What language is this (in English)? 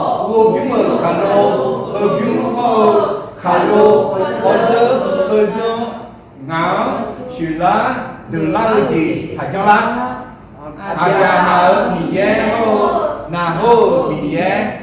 Akha